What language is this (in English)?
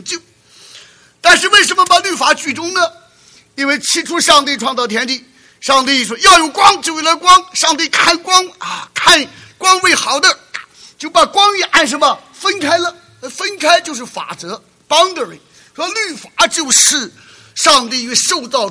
Chinese